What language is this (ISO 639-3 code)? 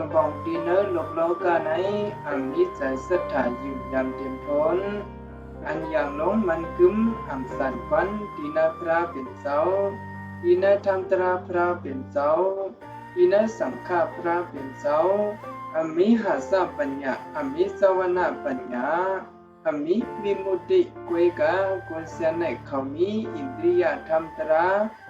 shn